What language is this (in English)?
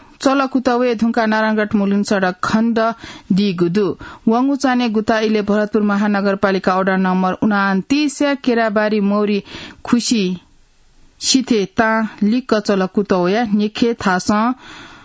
Newari